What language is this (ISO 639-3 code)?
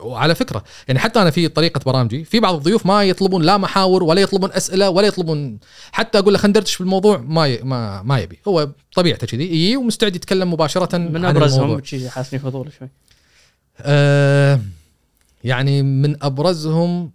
afb